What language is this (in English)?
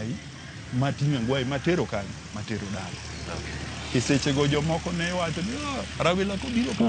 Luo (Kenya and Tanzania)